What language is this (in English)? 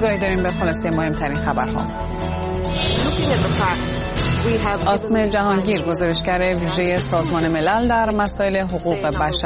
Persian